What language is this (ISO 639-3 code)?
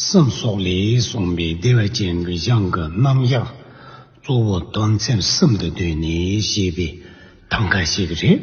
bod